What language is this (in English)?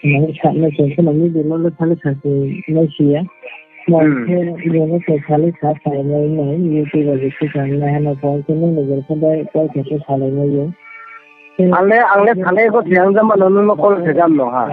Riang (India)